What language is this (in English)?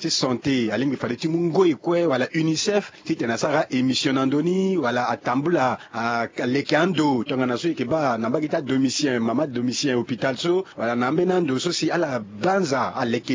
Sango